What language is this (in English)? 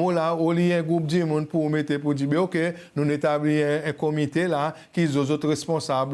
Seselwa Creole French